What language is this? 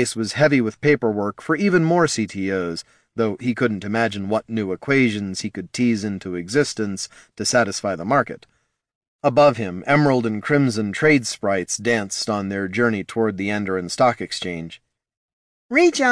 English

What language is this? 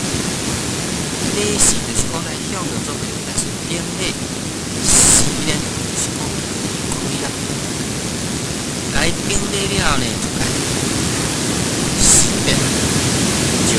Min Nan Chinese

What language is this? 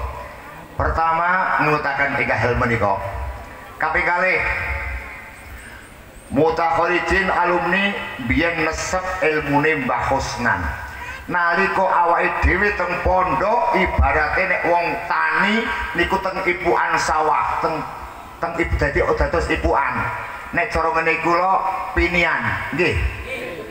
Javanese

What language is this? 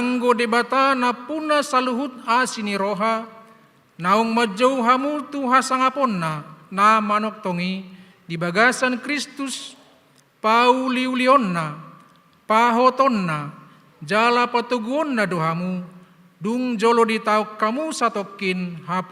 Batak Toba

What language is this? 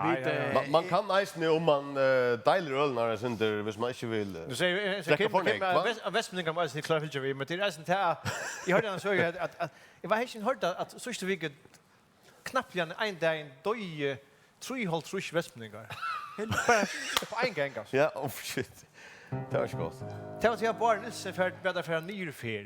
Faroese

